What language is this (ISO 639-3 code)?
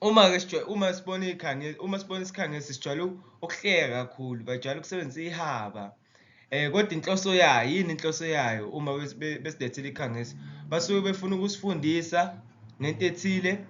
zul